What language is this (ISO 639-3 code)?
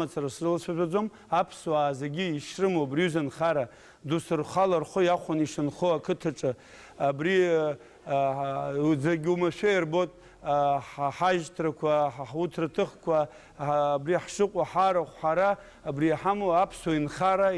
abk